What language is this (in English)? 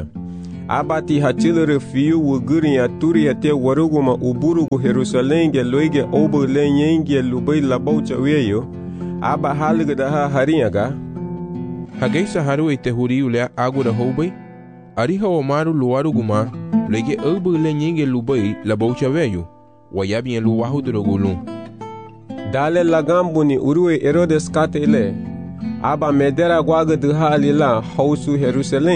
Garifuna